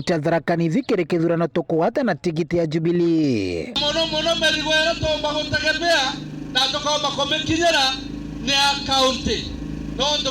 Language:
Meru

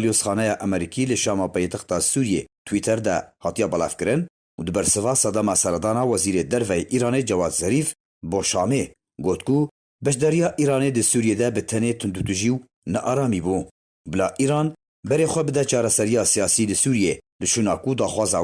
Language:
Kurdish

